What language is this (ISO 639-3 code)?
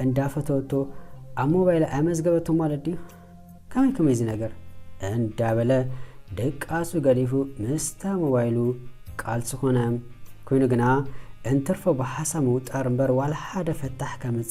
tir